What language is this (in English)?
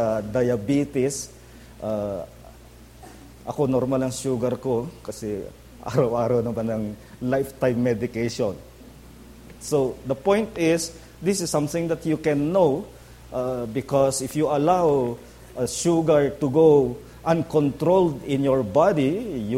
Filipino